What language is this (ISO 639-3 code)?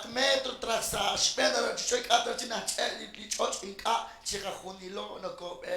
kek